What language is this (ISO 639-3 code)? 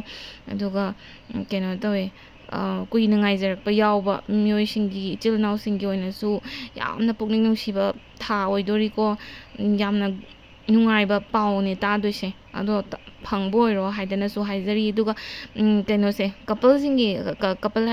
mni